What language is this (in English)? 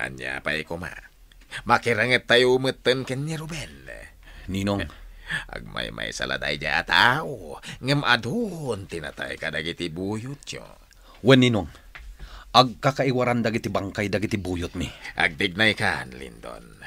Iloko